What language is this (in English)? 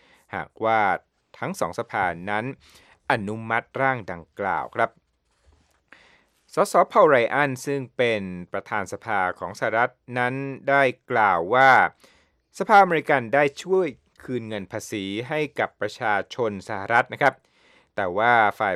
Thai